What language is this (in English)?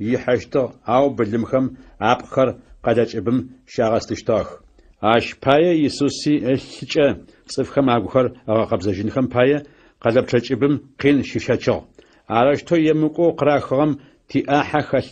Adyghe